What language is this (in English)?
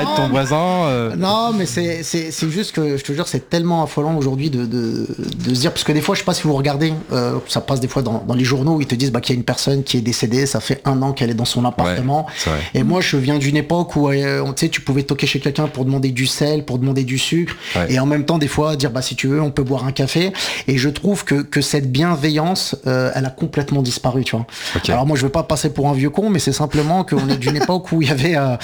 French